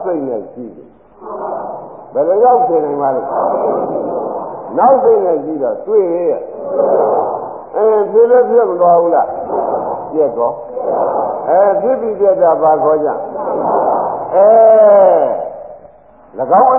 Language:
Burmese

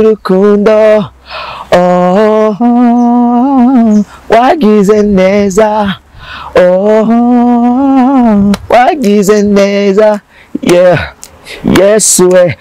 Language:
Rundi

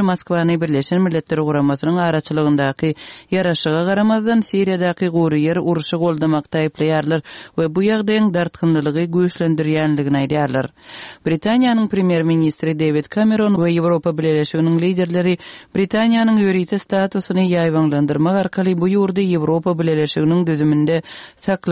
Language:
Turkmen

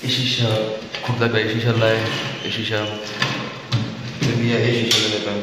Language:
Saraiki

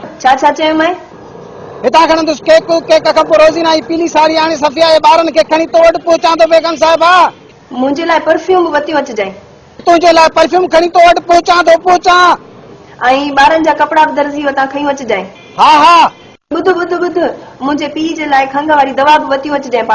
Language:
Sindhi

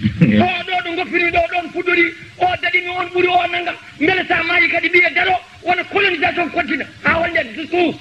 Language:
Fula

